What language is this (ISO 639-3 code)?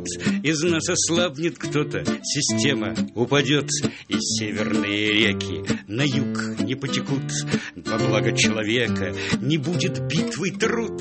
rus